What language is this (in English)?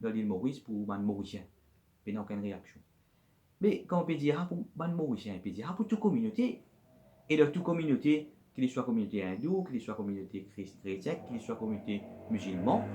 Morisyen